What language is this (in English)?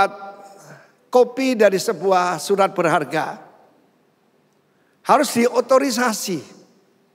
Indonesian